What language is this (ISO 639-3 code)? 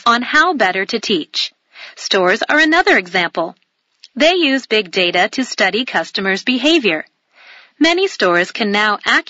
eng